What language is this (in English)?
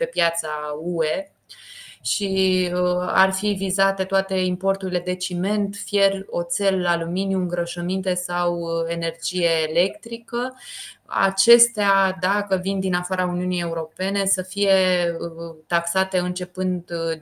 Romanian